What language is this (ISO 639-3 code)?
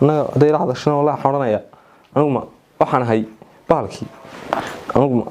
som